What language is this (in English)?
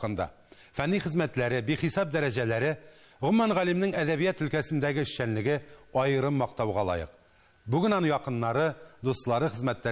Tatar